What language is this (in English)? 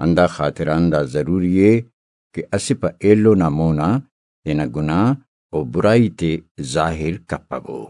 Brahui